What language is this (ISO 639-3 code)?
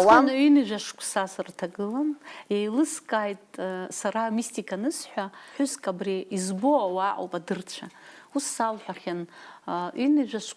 abk